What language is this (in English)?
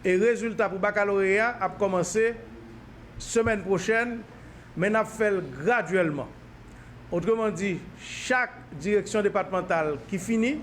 Haitian Creole